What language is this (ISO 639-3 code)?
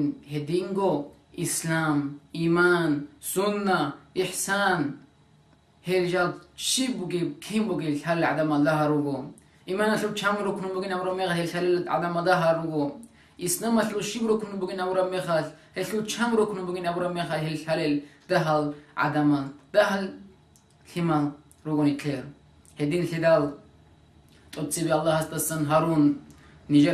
ava